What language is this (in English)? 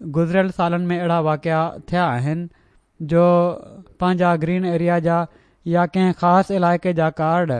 Sindhi